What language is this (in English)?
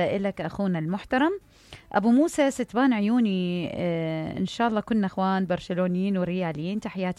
Mesopotamian Arabic